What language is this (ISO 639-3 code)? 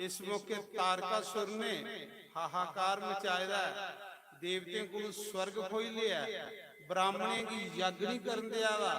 doi